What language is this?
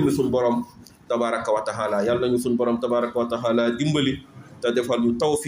Wolof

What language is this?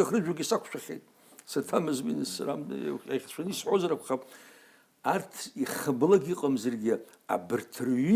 Abkhazian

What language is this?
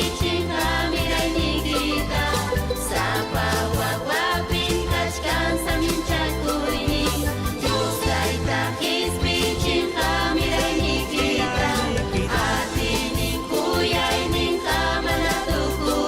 Ayacucho Quechua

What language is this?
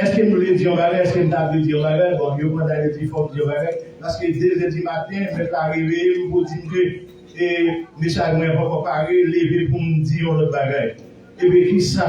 Haitian Creole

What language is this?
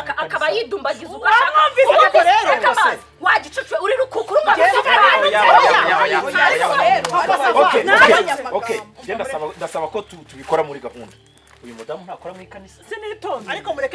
Kinyarwanda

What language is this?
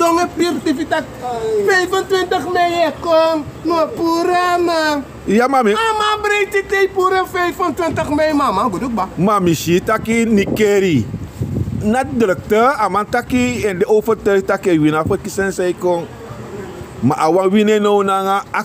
Sranan Tongo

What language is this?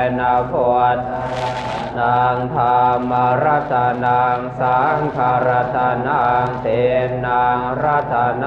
Pali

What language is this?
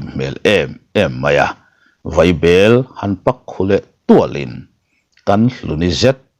Mizo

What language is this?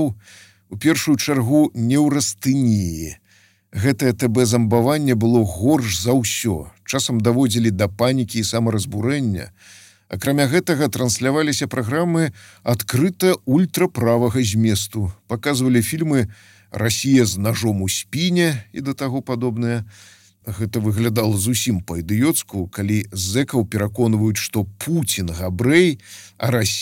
Belarusian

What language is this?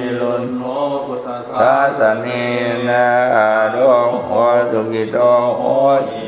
Pali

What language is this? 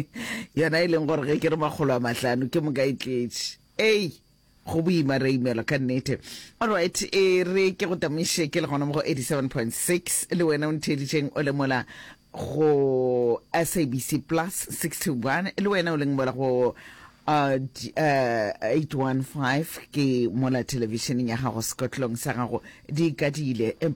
Northern Sotho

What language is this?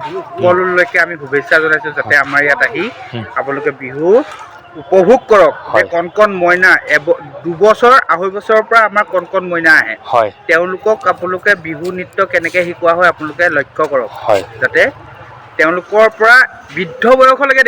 Assamese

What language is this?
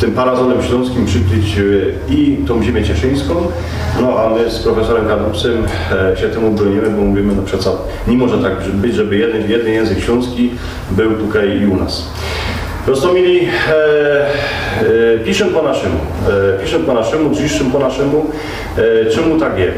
Silesian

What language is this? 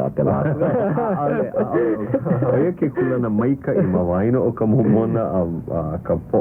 Hawaiian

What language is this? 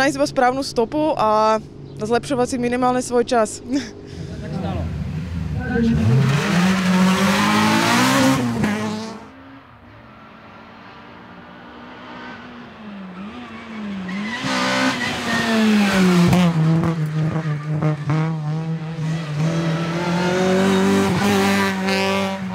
Slovak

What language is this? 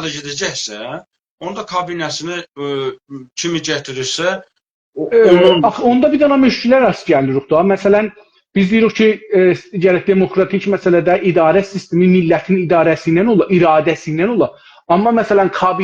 South Azerbaijani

